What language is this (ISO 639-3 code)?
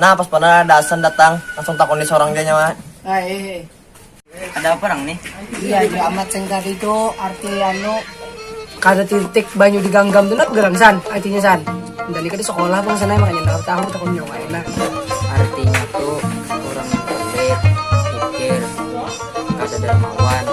bjn